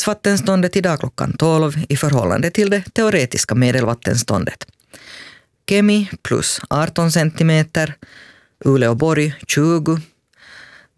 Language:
Swedish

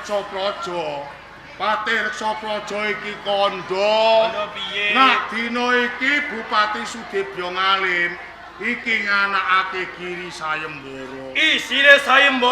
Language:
Javanese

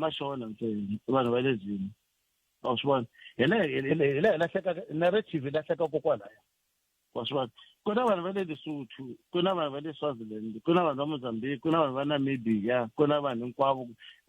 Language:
Tsonga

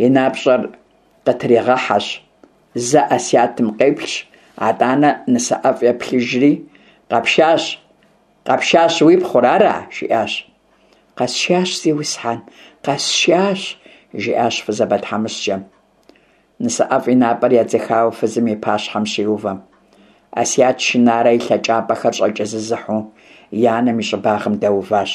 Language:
Kabardian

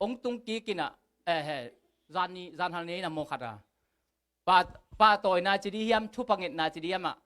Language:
Tedim Chin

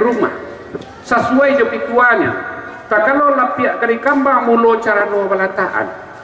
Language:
Minangkabau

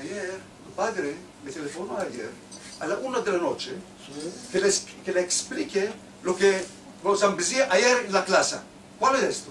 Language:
Ladino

